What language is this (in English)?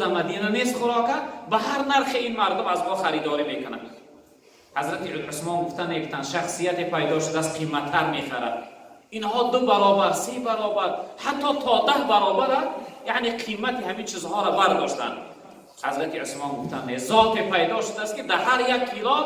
Tajik